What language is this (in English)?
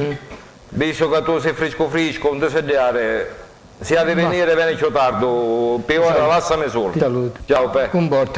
Sicilian